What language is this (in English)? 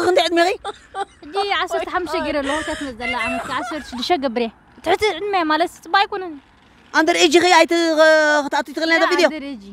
Tigrinya